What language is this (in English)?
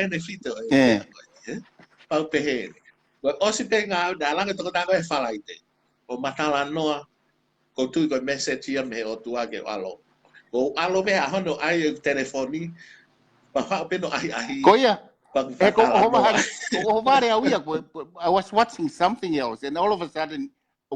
Tongan